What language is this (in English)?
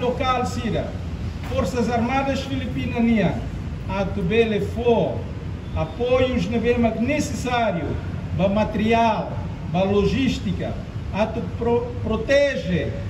Tetum